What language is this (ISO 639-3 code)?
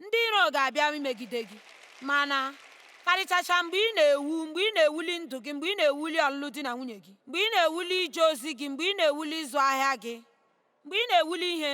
ibo